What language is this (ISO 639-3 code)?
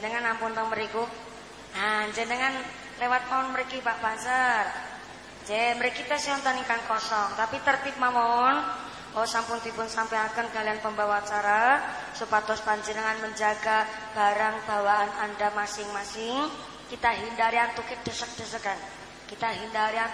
jav